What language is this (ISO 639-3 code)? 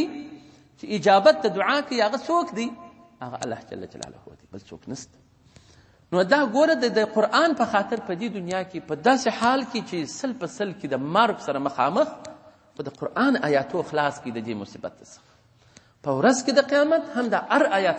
pus